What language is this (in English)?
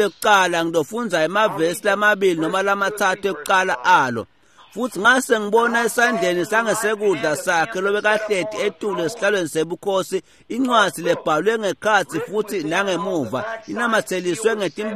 Swati